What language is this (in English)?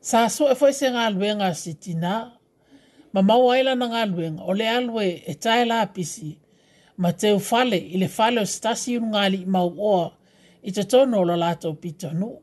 Samoan